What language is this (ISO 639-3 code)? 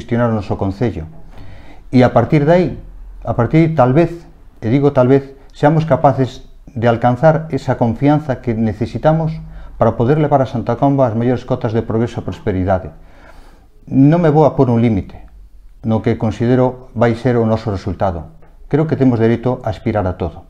glg